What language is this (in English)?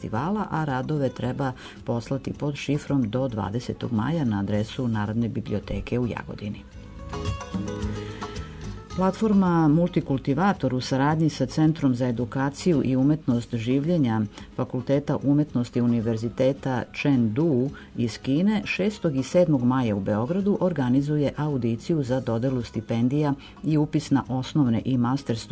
Serbian